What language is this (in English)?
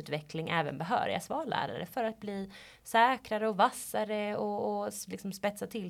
Swedish